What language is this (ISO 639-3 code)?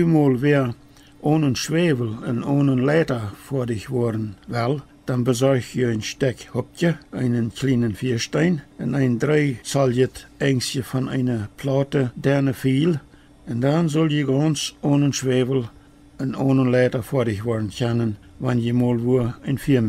pdt